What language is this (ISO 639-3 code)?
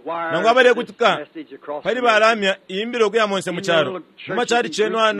bem